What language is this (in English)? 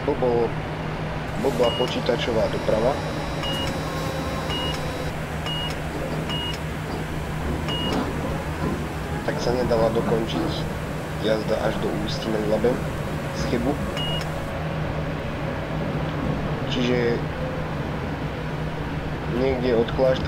Slovak